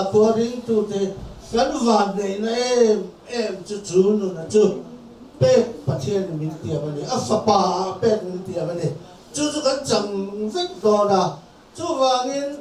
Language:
Mizo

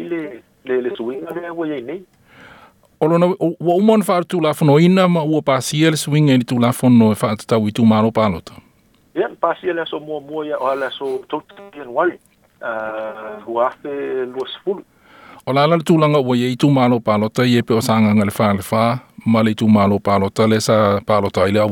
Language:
Samoan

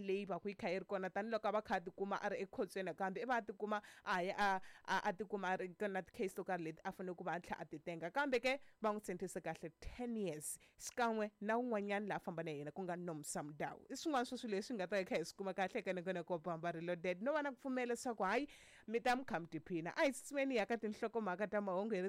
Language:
Tsonga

